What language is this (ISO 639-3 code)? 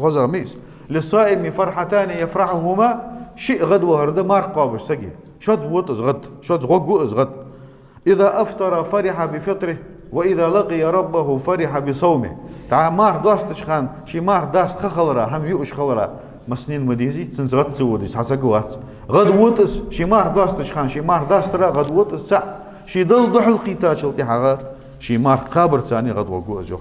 inh